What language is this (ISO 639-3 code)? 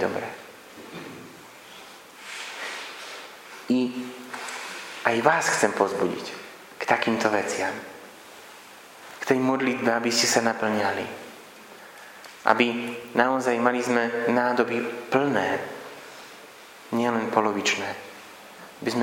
slk